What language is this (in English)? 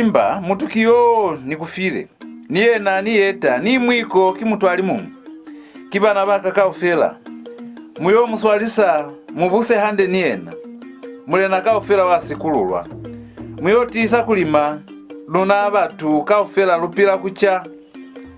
Lozi